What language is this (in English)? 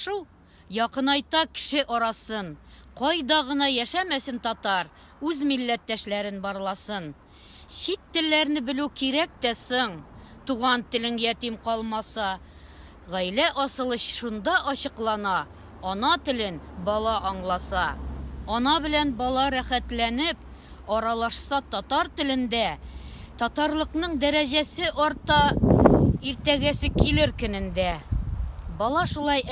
Tatar